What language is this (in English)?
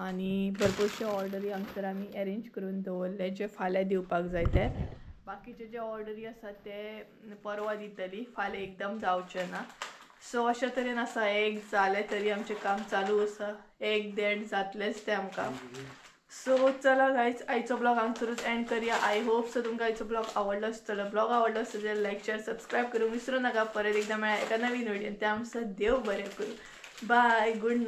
Konkani